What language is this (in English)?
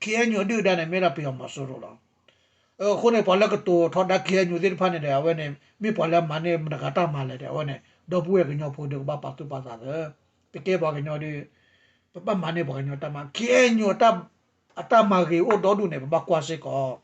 S'gaw Karen